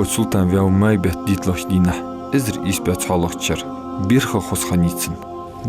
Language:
Ingush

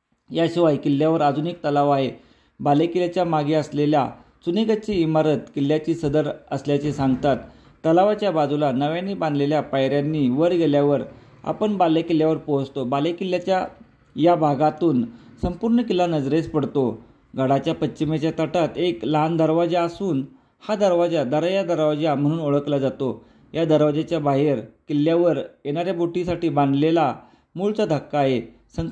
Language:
Marathi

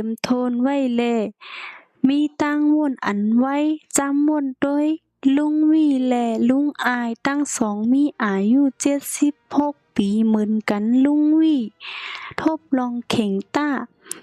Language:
Shan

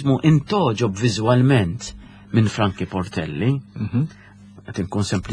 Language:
Maltese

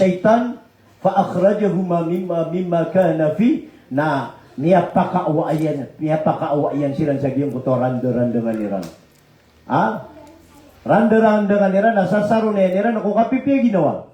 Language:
Maranao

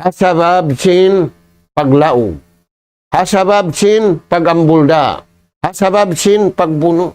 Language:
Tausug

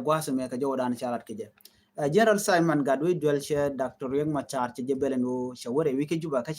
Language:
Nuer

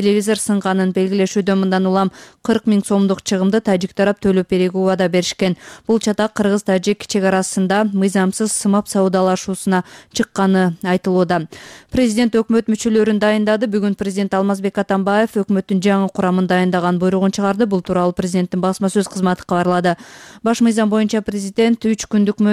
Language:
Kyrgyz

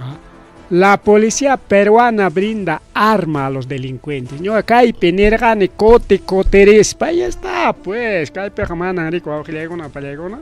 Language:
Ayacucho Quechua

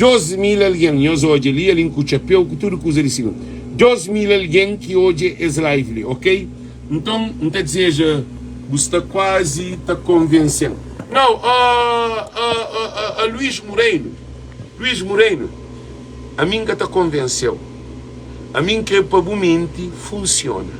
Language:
Kabuverdianu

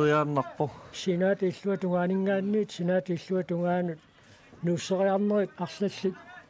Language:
Kalaallisut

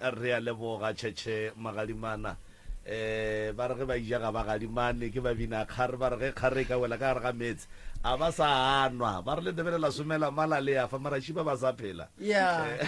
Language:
Northern Sotho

